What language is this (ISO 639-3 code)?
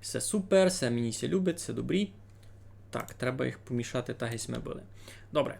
rue